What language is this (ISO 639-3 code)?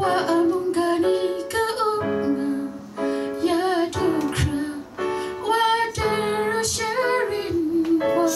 kac